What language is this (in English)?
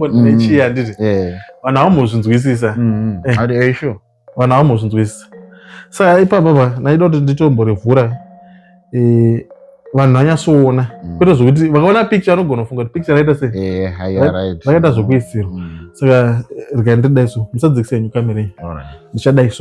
Shona